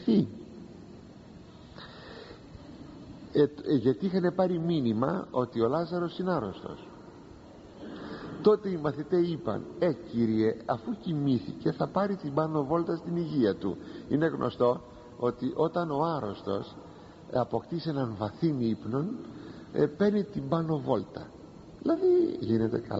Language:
Greek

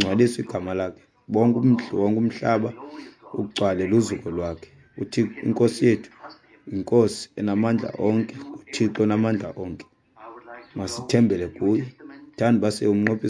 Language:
Xhosa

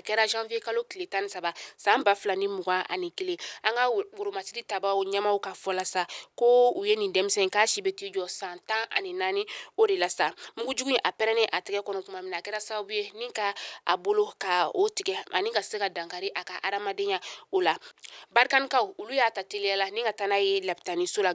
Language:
Bambara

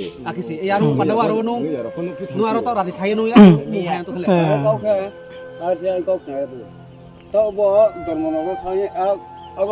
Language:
Riang (India)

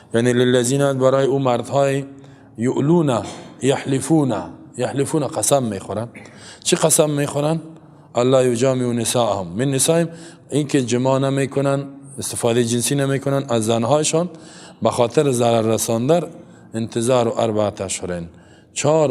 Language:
Persian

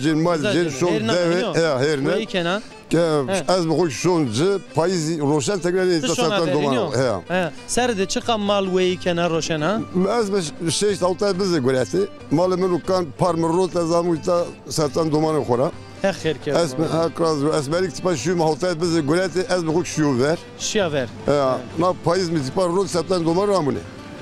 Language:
Zaza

